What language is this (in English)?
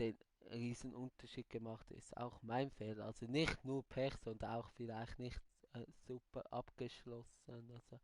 Swiss German